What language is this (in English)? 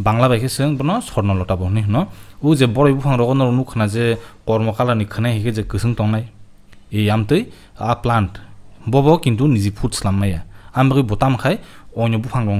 Kok Borok